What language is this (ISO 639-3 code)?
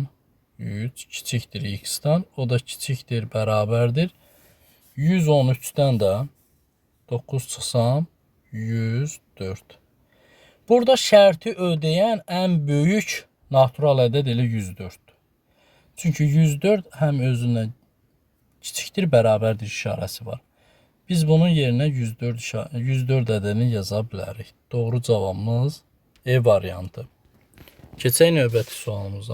aze